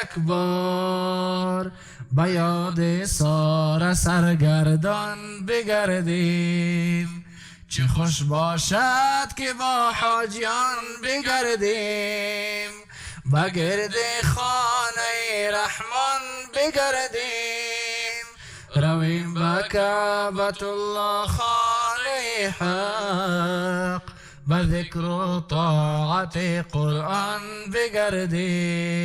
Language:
Persian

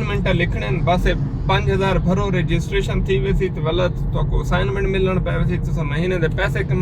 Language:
Saraiki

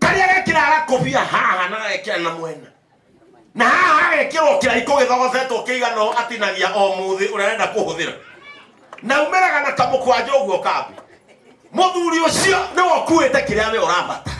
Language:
Kikuyu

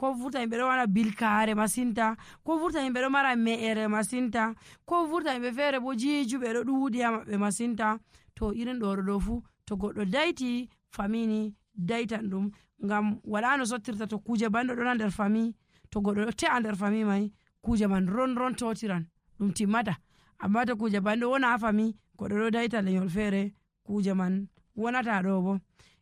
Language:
Nigerian Fulfulde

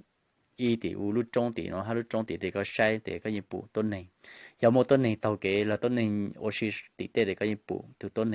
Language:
Hmong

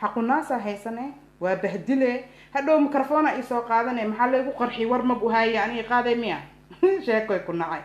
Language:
Somali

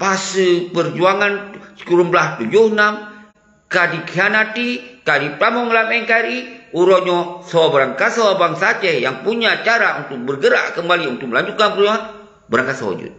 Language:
Achinese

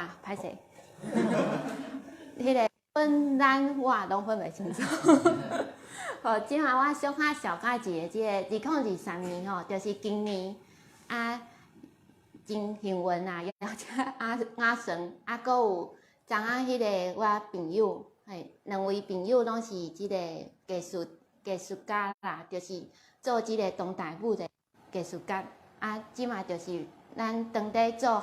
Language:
Min Nan Chinese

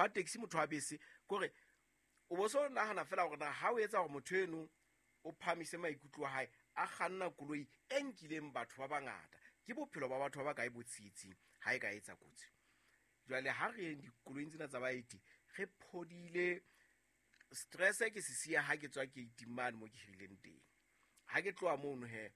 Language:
Southern Sotho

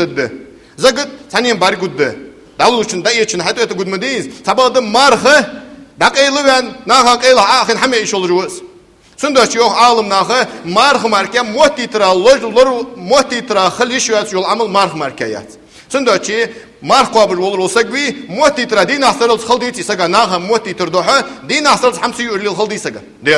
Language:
Ingush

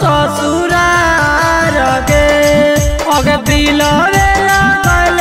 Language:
Magahi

